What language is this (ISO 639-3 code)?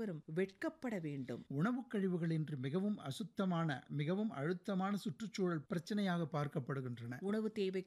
tam